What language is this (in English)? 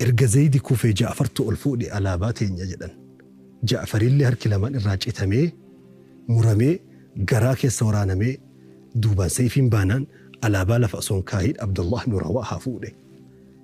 Oromo